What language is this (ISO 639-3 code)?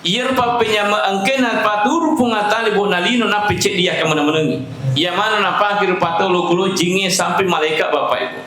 bug